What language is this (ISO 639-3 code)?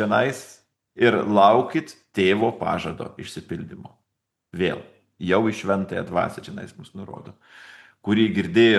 lit